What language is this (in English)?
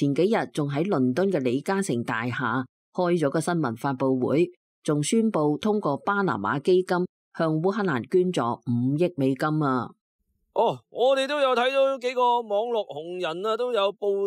Cantonese